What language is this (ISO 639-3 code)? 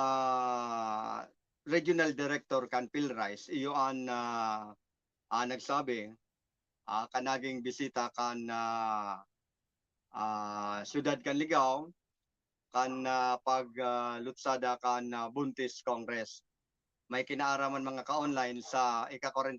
bik